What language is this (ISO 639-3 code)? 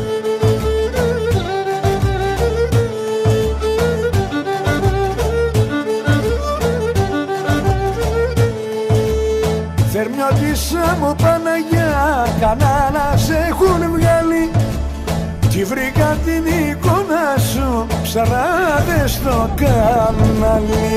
ell